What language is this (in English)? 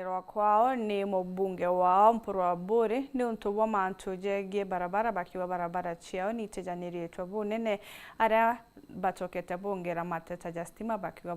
Meru